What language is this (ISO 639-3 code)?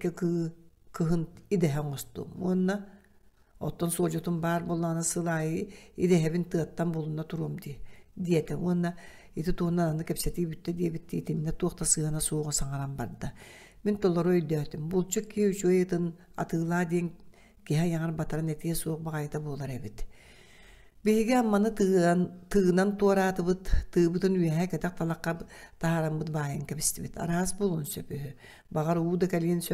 sah